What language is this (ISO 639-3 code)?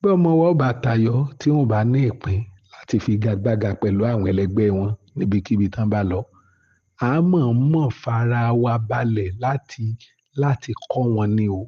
yor